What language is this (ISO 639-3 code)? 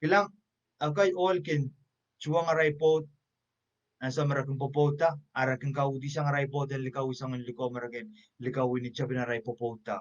pon